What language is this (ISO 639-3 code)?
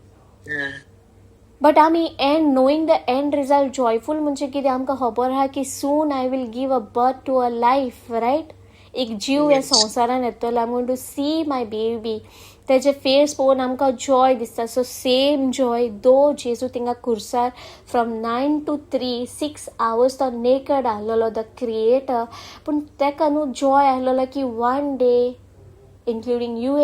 kok